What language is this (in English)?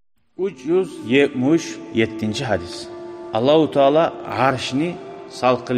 Kumyk